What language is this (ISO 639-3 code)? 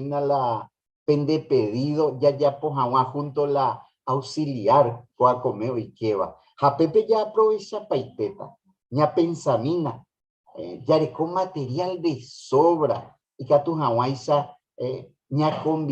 grn